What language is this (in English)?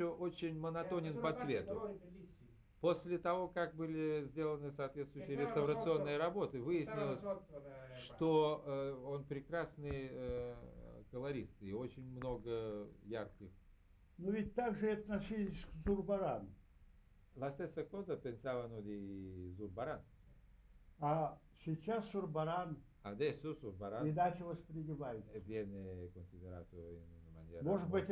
Russian